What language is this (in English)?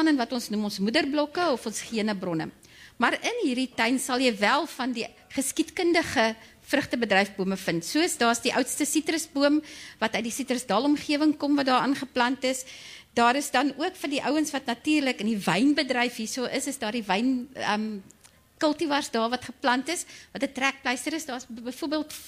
Afrikaans